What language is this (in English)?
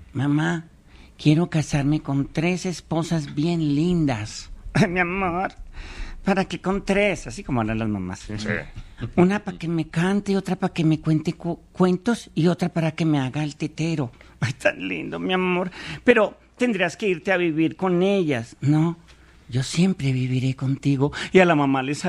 Spanish